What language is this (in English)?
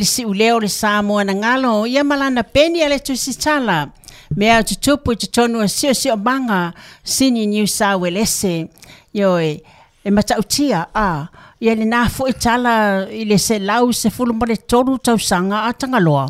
Samoan